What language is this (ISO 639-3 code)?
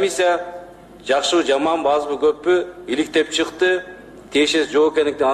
kir